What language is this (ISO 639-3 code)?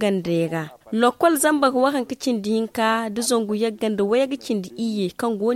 dje